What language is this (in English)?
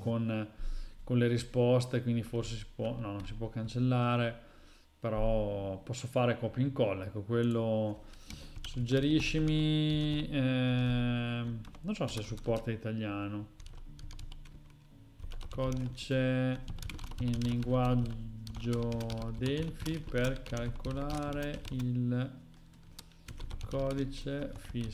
Italian